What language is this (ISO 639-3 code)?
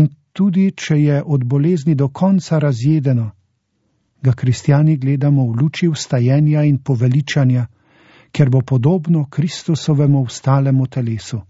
slv